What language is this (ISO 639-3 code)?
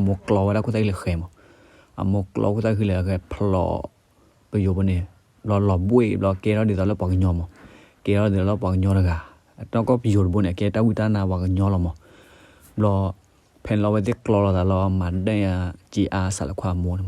ksw